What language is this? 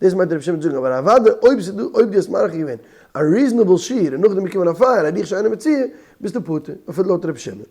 Yiddish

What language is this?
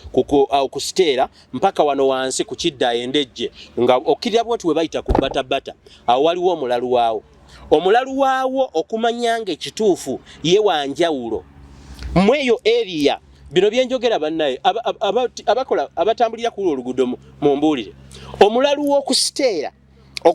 Ganda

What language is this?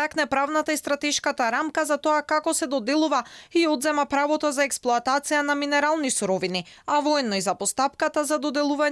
Macedonian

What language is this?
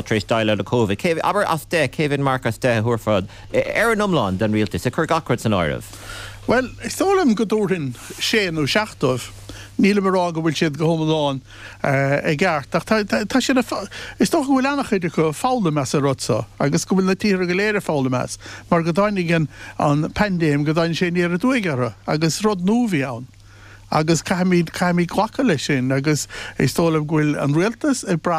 Irish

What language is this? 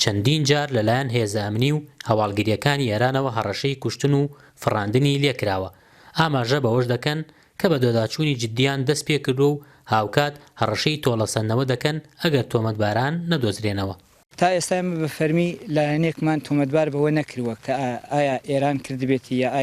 Central Kurdish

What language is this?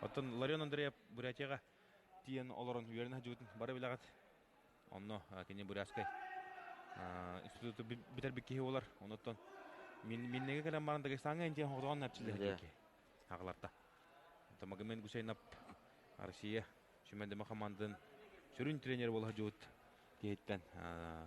Yakut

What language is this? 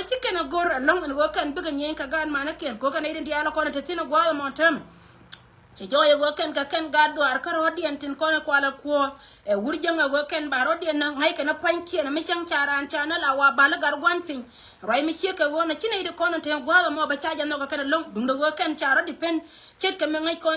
Nuer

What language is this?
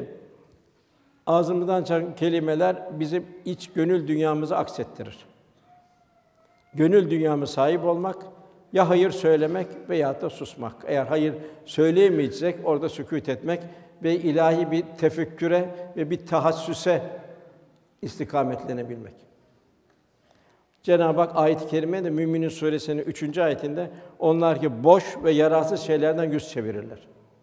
Turkish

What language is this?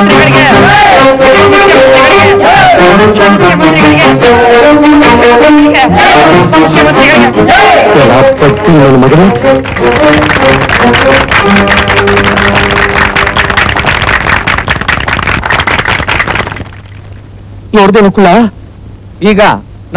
Kannada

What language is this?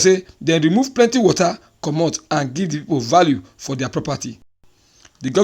Nigerian Pidgin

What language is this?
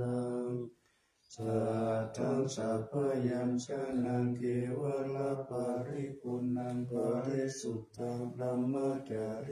Pali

